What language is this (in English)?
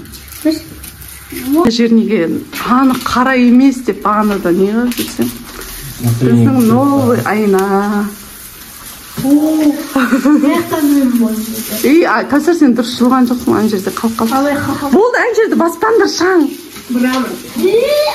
Kazakh